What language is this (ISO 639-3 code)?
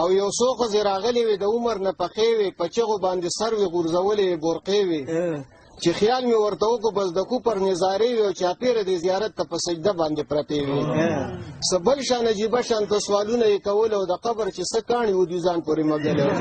pus